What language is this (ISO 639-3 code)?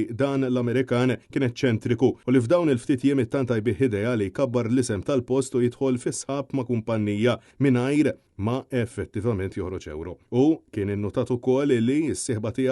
mlt